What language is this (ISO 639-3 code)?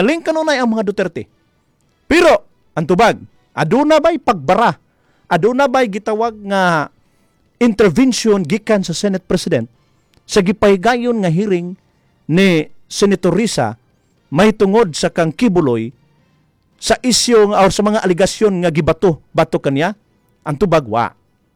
ceb